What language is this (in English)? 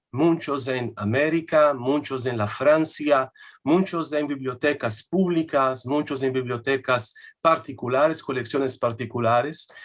Ladino